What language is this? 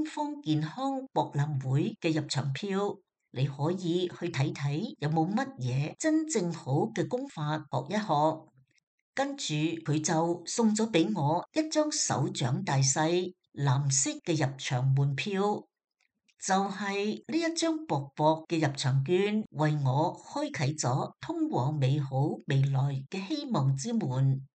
Cantonese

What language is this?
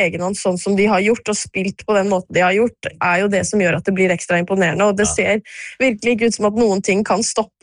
Norwegian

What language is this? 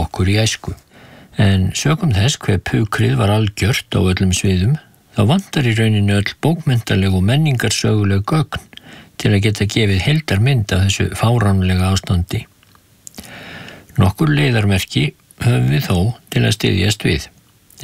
Icelandic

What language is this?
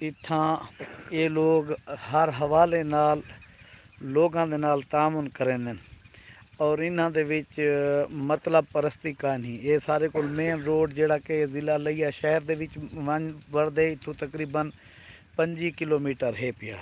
Saraiki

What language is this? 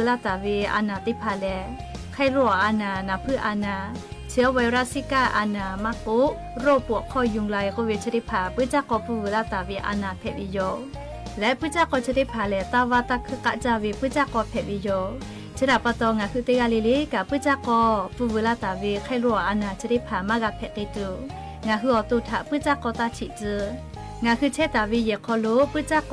Lahu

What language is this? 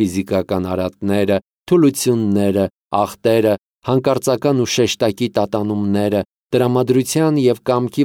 Armenian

